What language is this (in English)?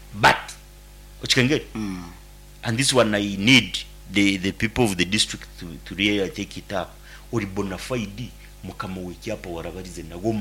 Nyankole